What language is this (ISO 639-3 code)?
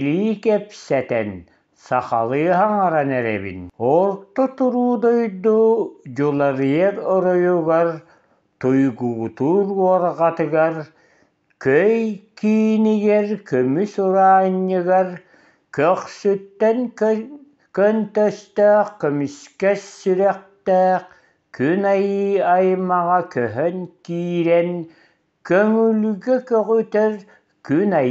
sah